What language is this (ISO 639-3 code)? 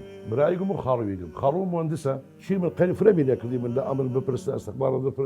sdh